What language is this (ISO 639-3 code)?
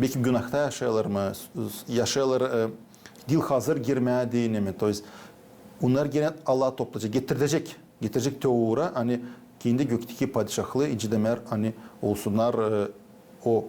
gag